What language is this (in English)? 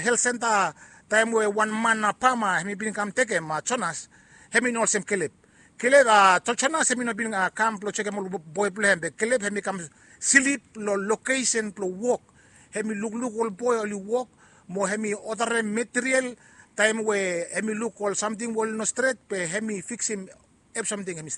Bislama